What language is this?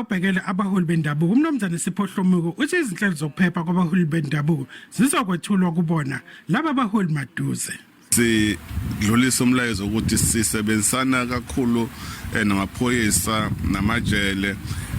Zulu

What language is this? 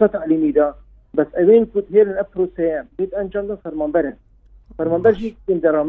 Kurdish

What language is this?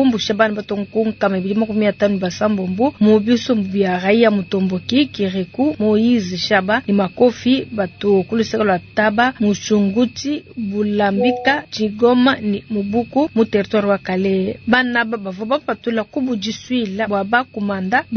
Luba-Lulua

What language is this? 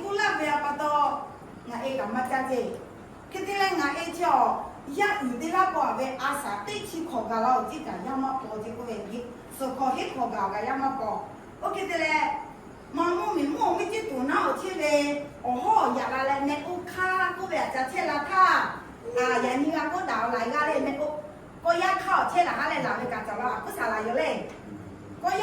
Lahu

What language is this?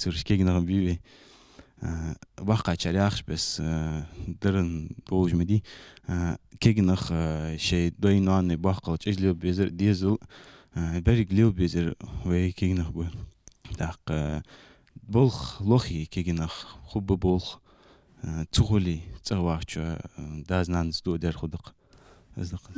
Ingush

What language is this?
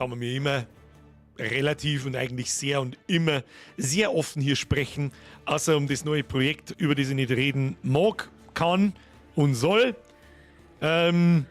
Bavarian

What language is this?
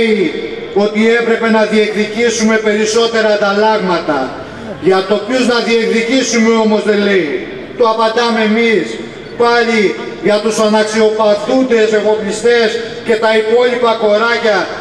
Greek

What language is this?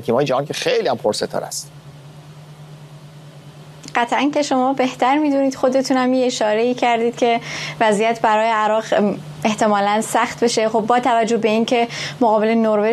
Persian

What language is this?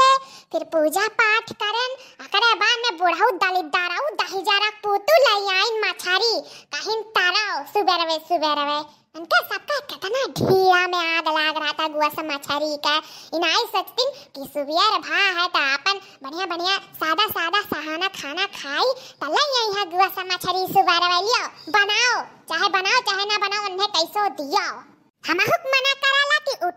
Awadhi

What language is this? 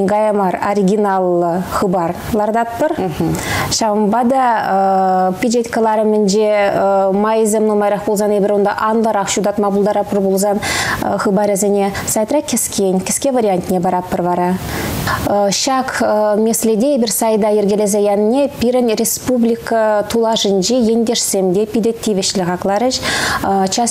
Chuvash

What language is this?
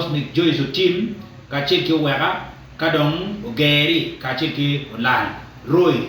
Acoli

